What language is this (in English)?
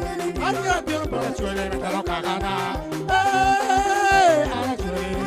Acoli